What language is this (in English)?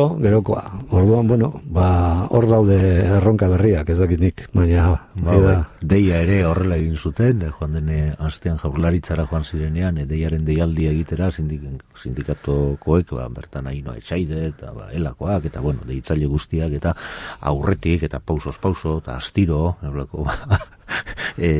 Basque